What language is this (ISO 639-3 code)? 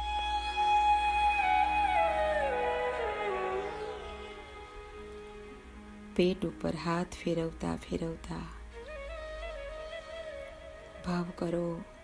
guj